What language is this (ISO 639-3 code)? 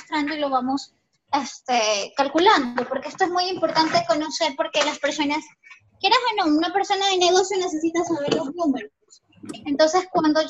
spa